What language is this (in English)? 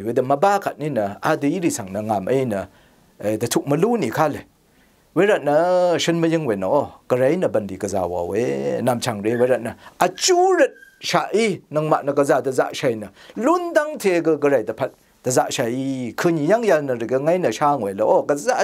Rawang